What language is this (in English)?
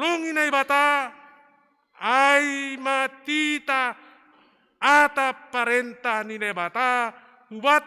Batak Simalungun